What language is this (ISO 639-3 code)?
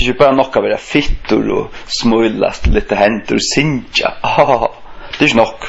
fao